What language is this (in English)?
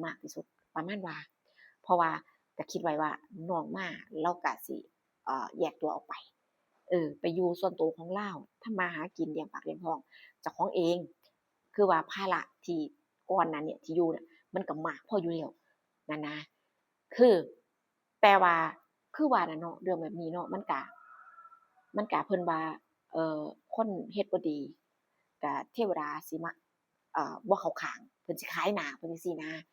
Northeastern Thai